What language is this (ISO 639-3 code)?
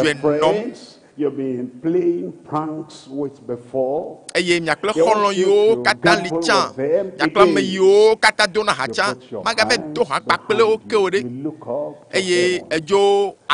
ewe